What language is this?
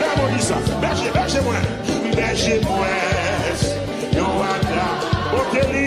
Haitian Creole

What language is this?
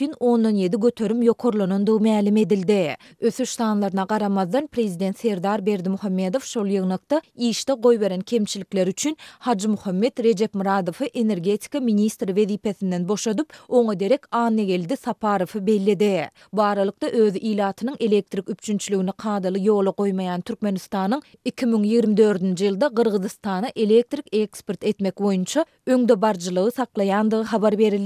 Turkmen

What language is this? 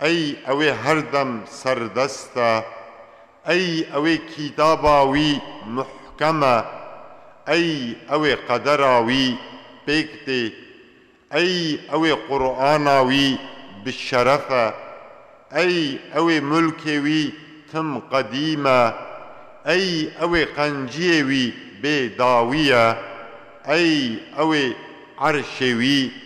Kurdish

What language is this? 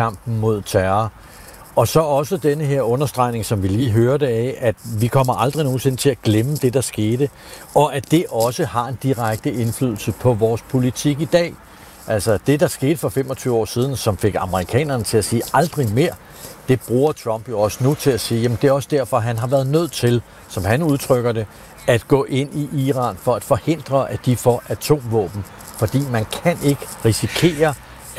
Danish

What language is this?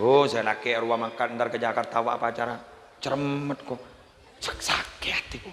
Madurese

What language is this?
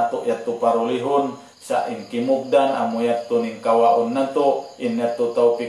Tausug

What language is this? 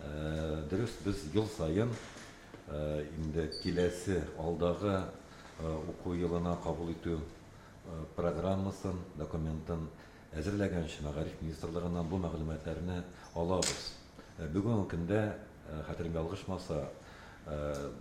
Tatar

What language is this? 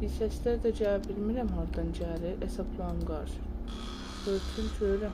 South Azerbaijani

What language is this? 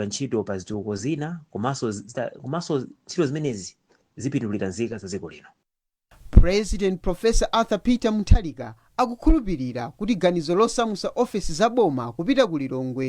Nyanja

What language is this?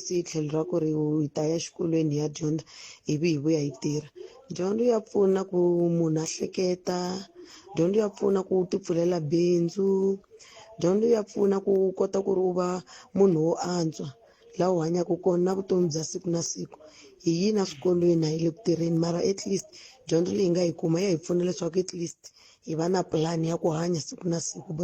Tsonga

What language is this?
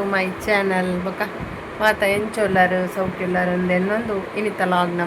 Tulu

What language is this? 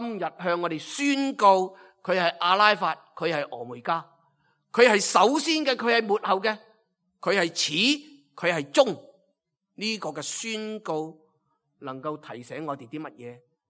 Cantonese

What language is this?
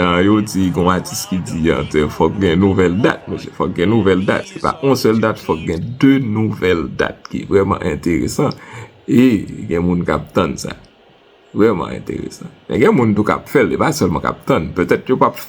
Haitian Creole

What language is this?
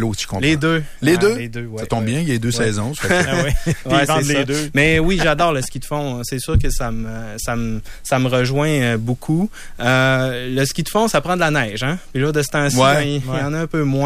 French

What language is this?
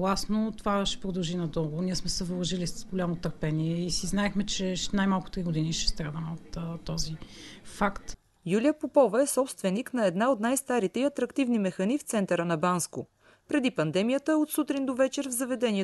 Bulgarian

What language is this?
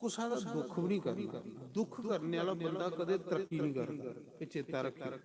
Dogri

